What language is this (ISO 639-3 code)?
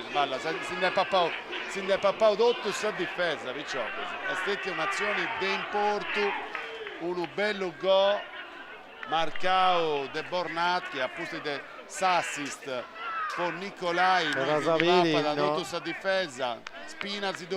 srd